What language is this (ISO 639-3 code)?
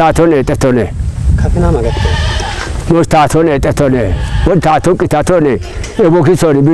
kbr